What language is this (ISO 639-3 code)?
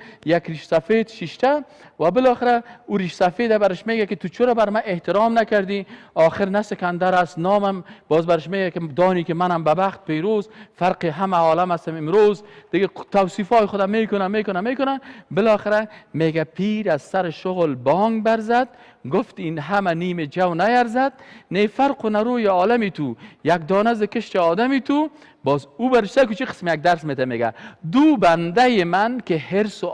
fas